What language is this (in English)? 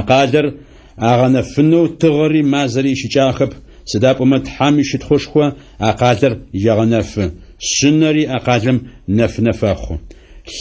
Adyghe